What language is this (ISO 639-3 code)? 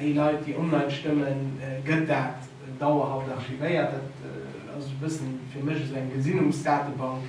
ltz